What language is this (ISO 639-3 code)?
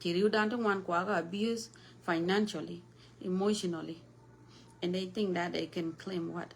nus